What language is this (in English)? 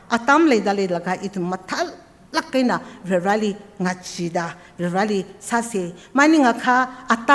Tangkhul Naga (India)